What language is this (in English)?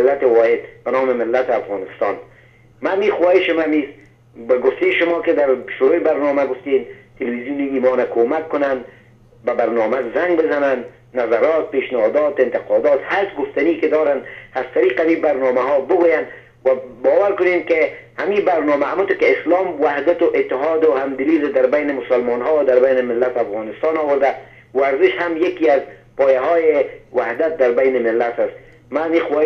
Persian